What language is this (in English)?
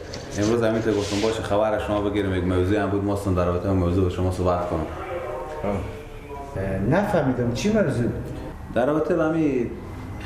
Persian